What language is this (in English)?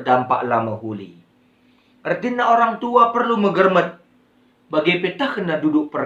Batak Karo